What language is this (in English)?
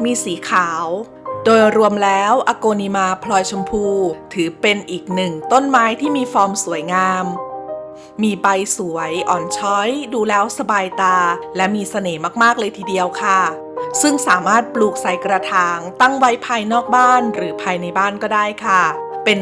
Thai